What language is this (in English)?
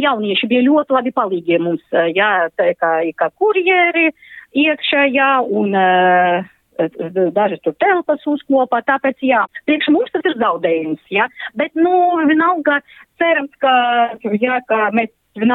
Latvian